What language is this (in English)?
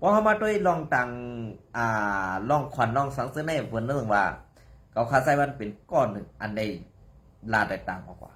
Shan